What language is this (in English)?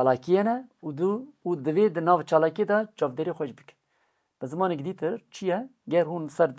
Kurdish